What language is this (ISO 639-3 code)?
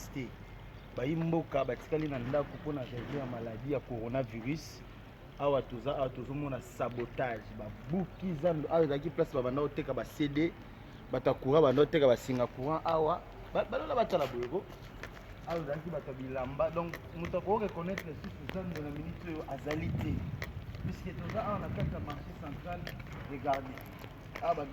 lin